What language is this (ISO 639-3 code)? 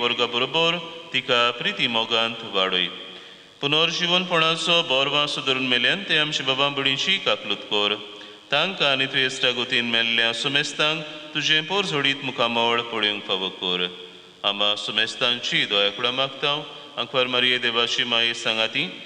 kok